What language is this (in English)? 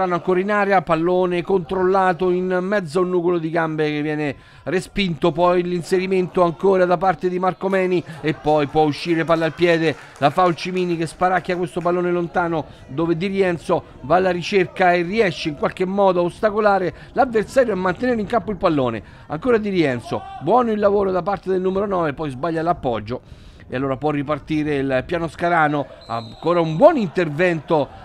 Italian